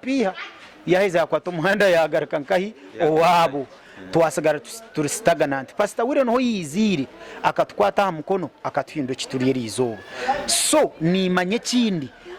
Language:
Nyankole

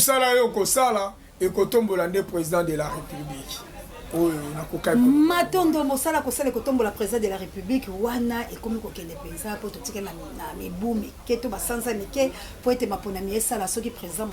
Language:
Lingala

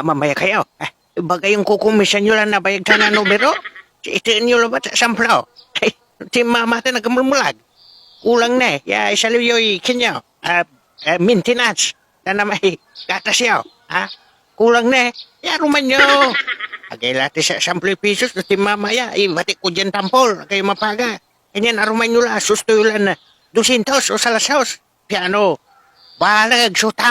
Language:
Pangasinan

